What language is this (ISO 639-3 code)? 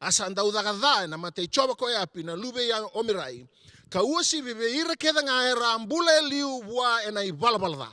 fij